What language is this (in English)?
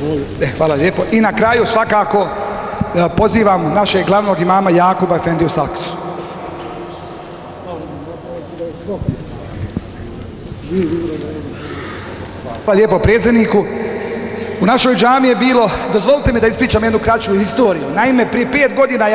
Bosnian